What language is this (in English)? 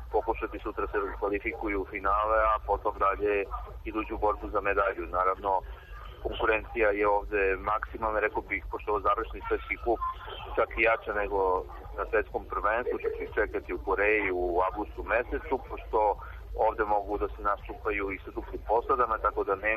Serbian